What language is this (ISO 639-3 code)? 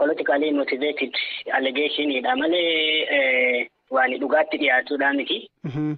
orm